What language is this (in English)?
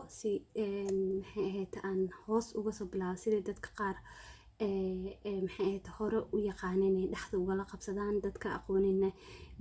Somali